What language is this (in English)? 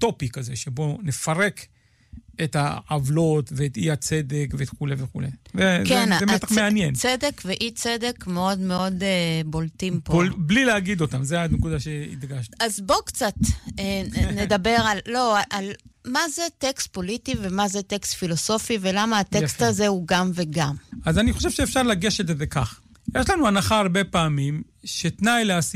Hebrew